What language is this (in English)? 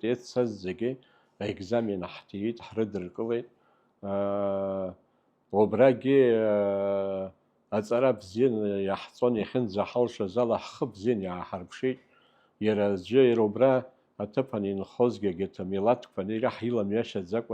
Abkhazian